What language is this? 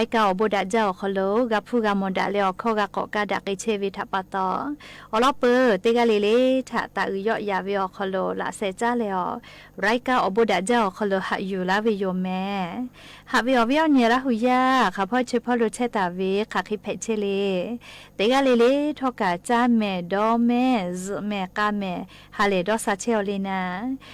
Lahu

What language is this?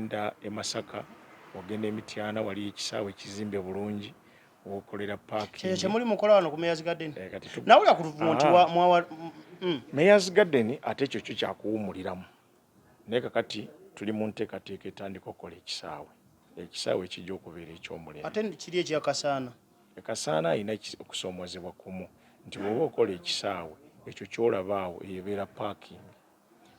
Ganda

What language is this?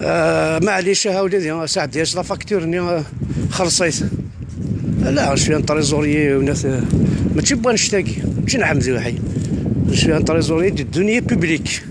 Kabyle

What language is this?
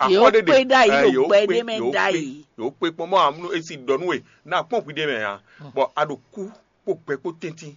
Fon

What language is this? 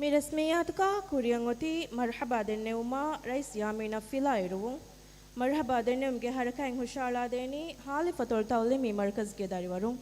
Divehi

